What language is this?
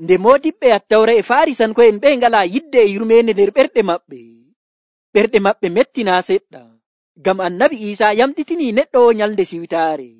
Nigerian Fulfulde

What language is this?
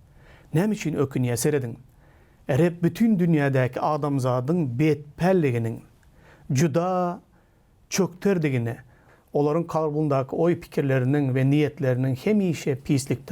Turkmen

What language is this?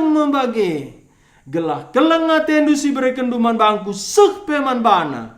Batak Karo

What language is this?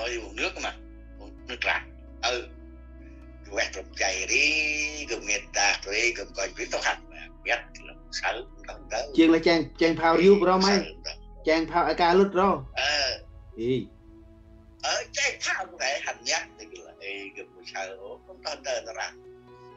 Central Mnong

